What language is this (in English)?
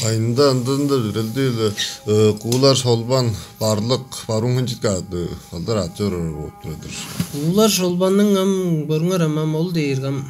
Tuvinian